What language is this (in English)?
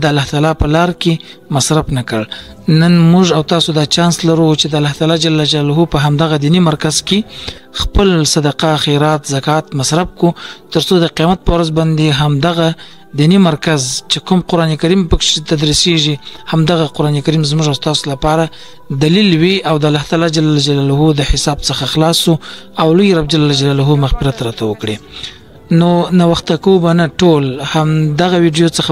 Pashto